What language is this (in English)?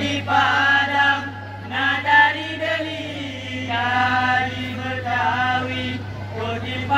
Achinese